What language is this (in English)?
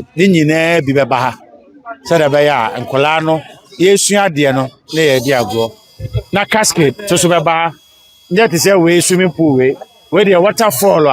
Akan